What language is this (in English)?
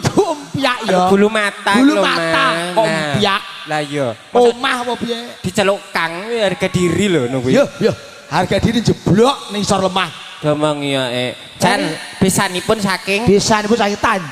Javanese